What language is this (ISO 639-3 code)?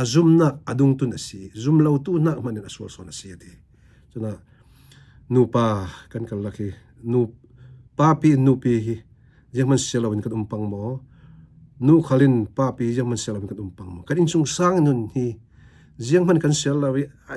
cfm